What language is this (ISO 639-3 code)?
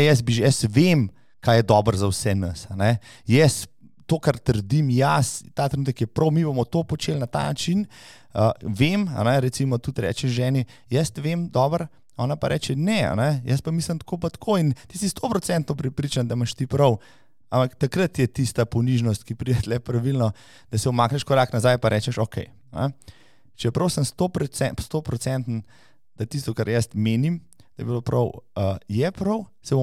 slv